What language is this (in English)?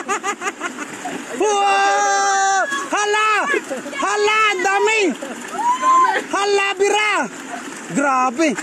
Filipino